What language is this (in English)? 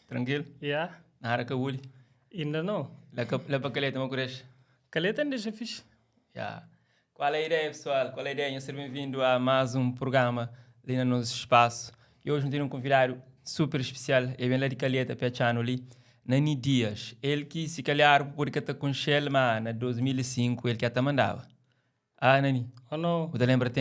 Kabuverdianu